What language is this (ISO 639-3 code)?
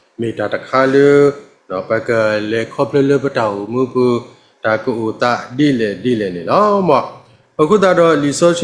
ksw